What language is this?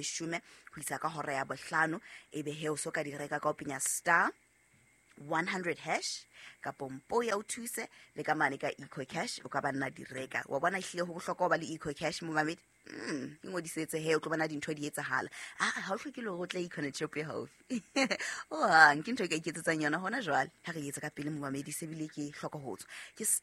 Southern Sotho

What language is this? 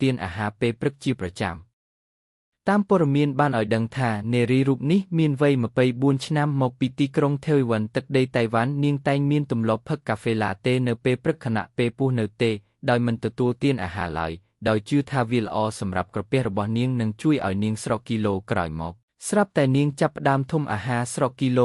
Khmer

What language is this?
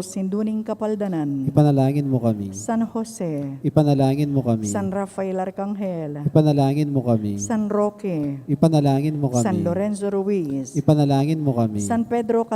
Pampanga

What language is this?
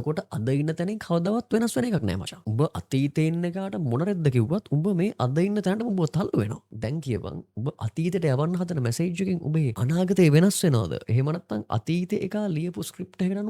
Sinhala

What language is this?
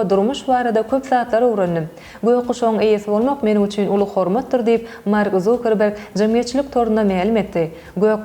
Turkmen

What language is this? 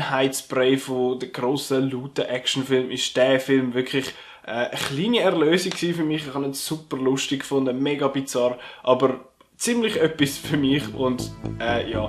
Swiss German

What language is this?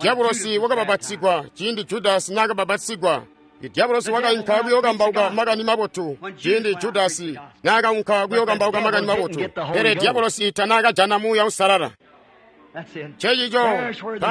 Tonga (Zambia)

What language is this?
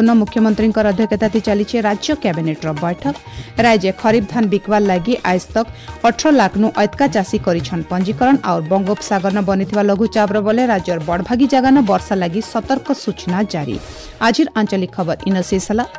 Odia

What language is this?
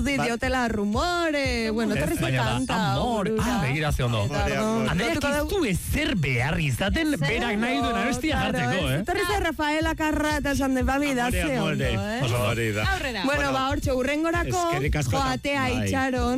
Basque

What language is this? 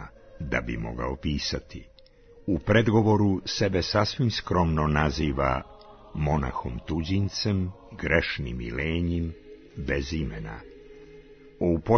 Serbian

